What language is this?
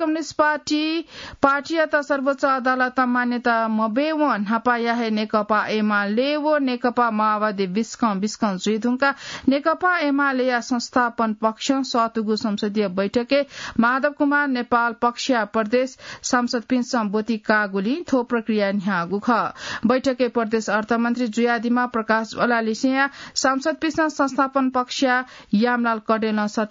Newari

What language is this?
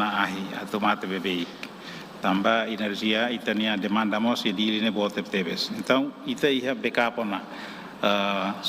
Tetum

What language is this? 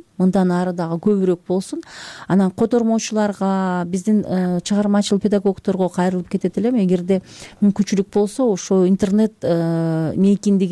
Kyrgyz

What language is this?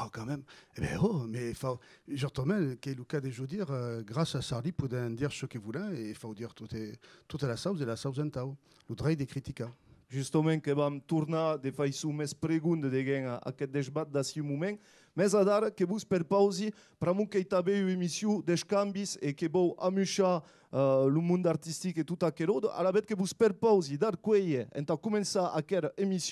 Occitan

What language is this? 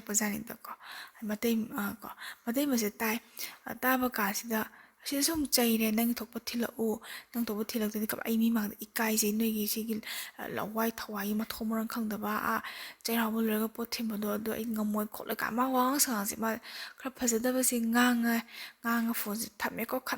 Manipuri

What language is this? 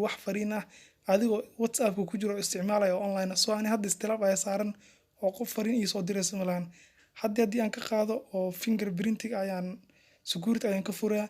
Somali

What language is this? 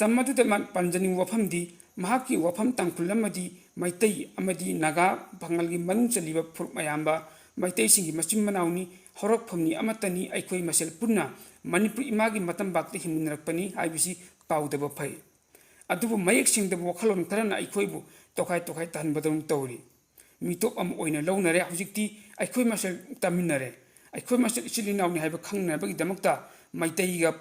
Manipuri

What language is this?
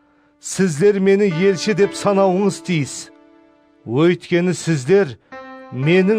Kara-Kalpak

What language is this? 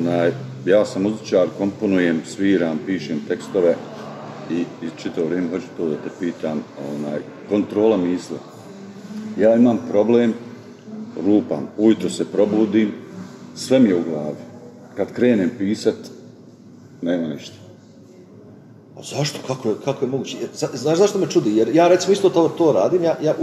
Bosnian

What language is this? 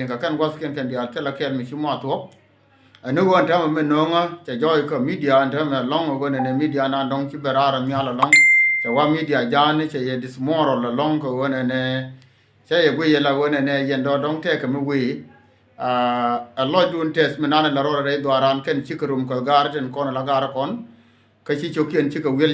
Nuer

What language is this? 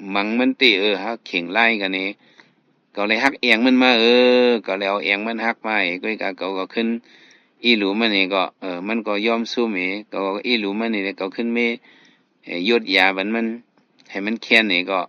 Shan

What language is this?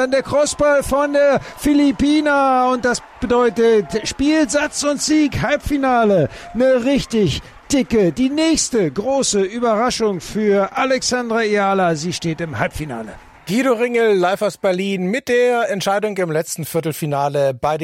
German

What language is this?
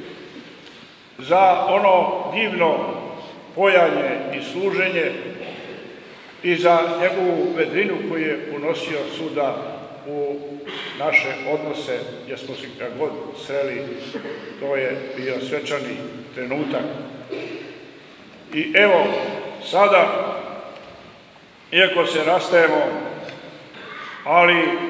Serbian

